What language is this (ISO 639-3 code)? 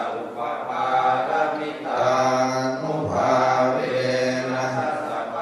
pli